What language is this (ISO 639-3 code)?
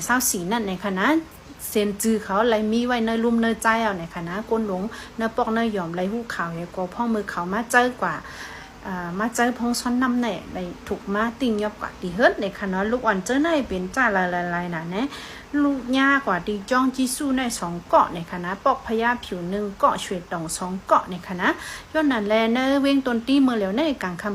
shn